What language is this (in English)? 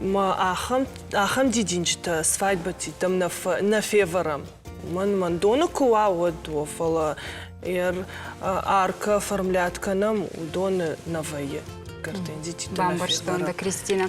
Ossetic